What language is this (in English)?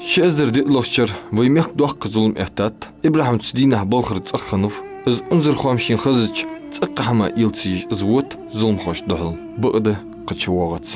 Ingush